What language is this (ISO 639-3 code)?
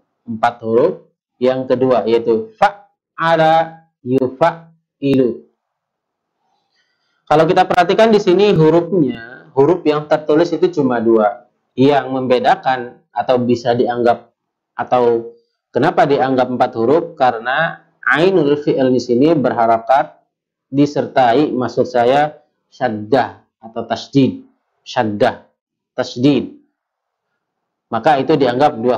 ind